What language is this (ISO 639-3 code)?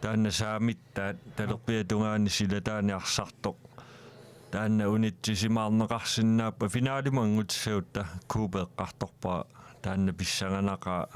kal